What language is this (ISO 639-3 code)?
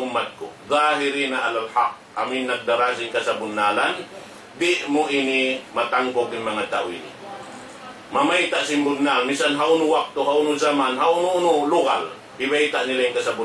tsg